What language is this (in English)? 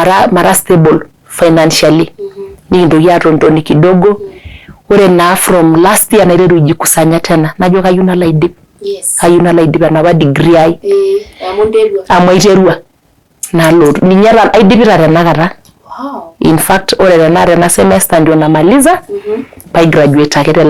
Masai